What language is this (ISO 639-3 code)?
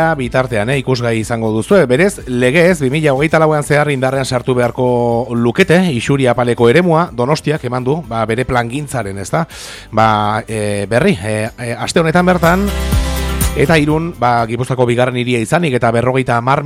eus